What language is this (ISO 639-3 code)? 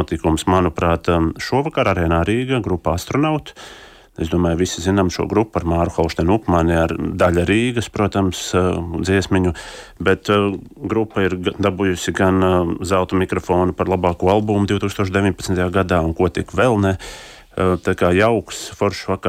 lav